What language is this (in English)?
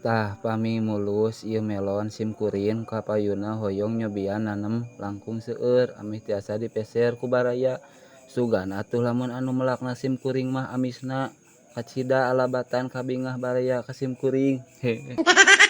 Sundanese